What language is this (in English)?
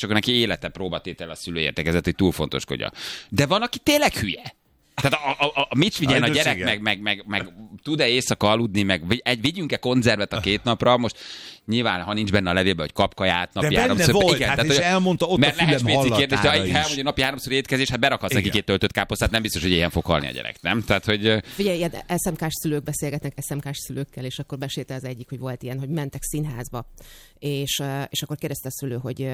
Hungarian